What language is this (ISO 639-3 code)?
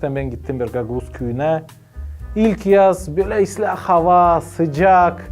gag